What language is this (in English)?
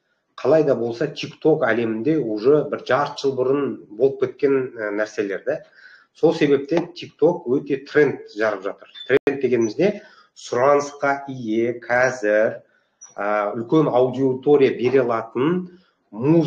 Kazakh